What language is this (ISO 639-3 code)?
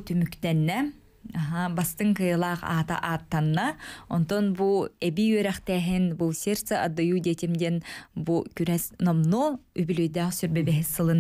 sah